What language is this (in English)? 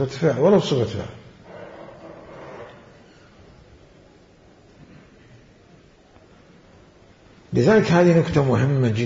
Arabic